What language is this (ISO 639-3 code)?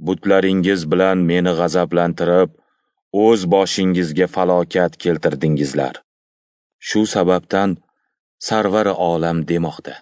uzb